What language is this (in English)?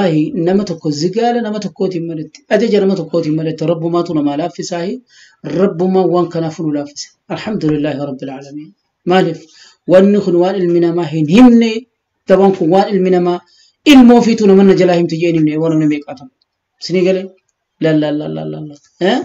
Oromo